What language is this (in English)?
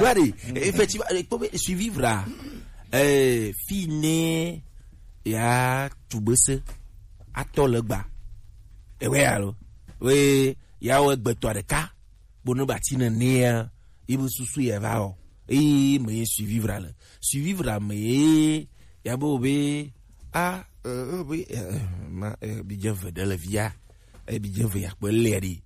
Gen